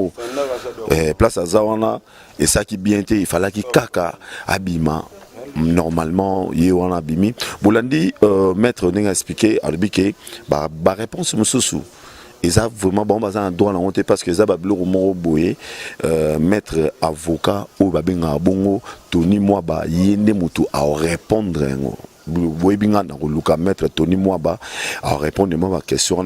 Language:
Lingala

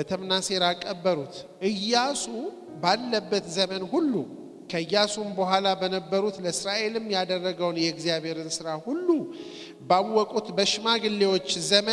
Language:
Amharic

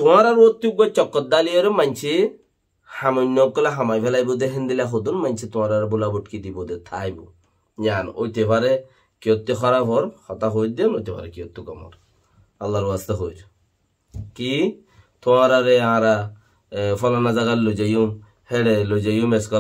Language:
Rohingya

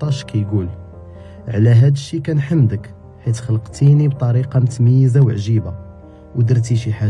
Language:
Moroccan Arabic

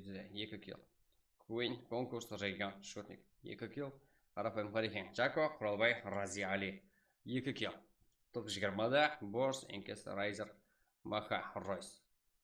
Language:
Kara-Kalpak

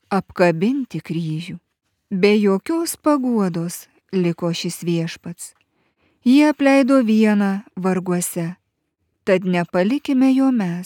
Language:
Lithuanian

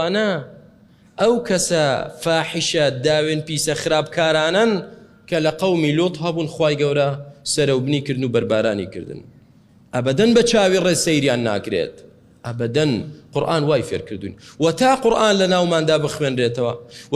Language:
Central Kurdish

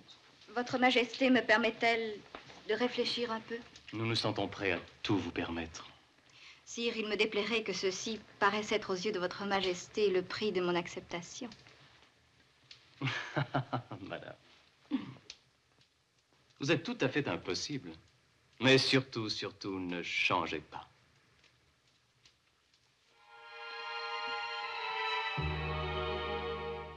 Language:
French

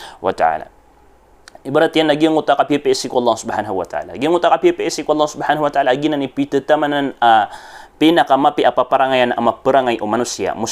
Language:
Maranao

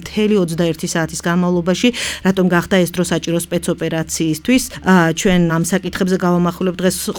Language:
Georgian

